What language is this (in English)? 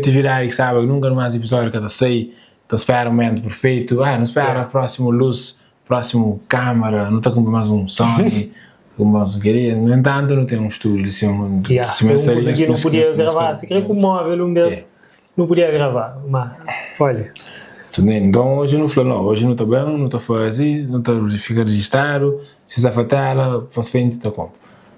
Kabuverdianu